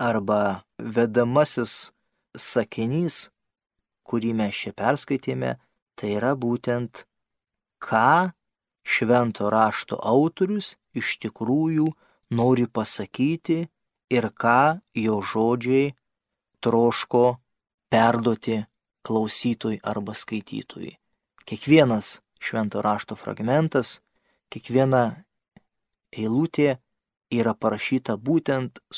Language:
Lithuanian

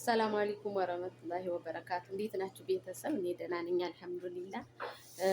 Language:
Amharic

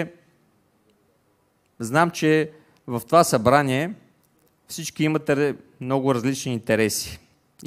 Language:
Bulgarian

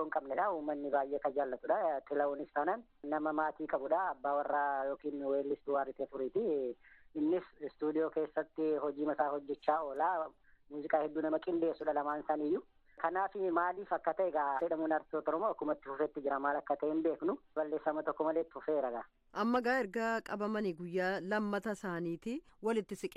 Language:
Oromo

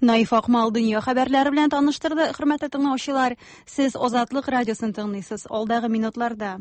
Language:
Tatar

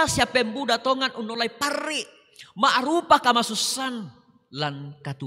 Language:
Toraja-Sa'dan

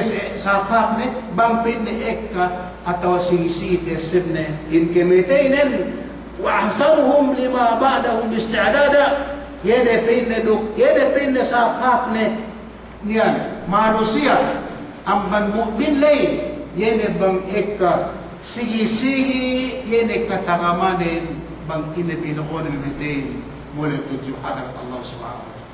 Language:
Yakan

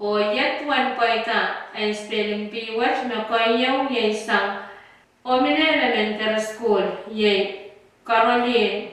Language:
Pohnpeian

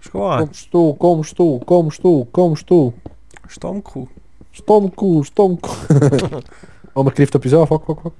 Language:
Swiss German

